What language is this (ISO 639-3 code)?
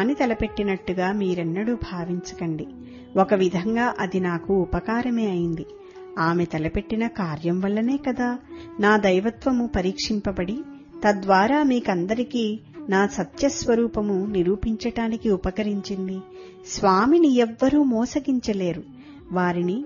tel